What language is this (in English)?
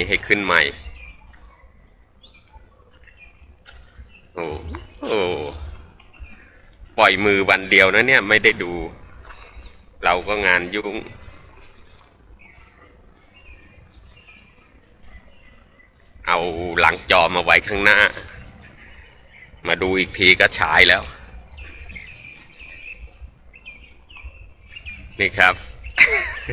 Thai